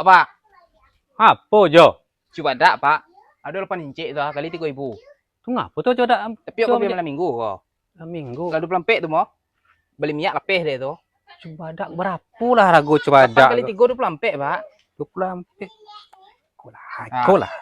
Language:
Minangkabau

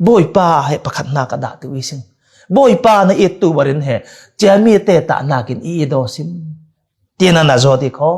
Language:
Falam Chin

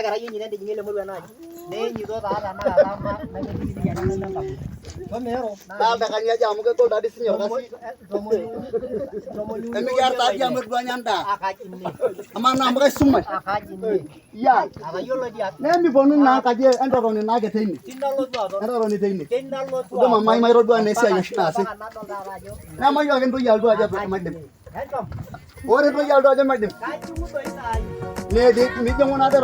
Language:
Masai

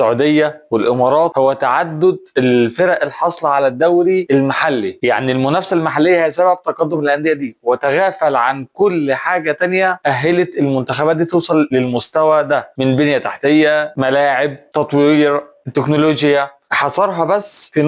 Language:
Egyptian Arabic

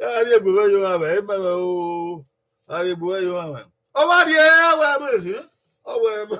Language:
Bini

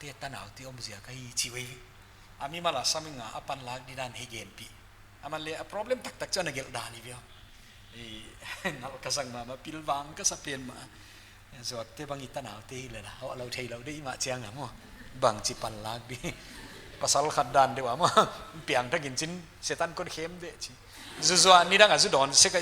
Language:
Paite Chin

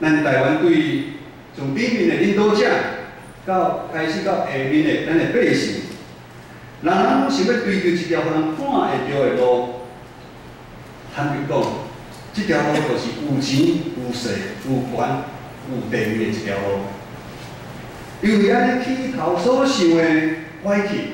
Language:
Min Nan Chinese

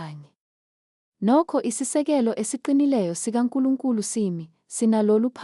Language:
Zulu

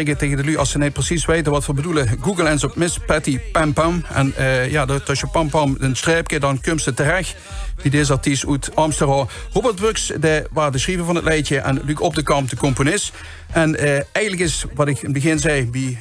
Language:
Limburgish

